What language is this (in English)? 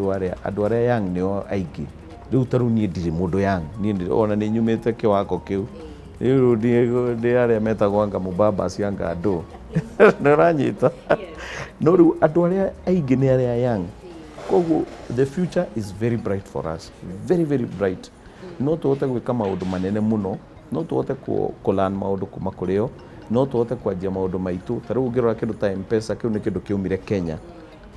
Kikuyu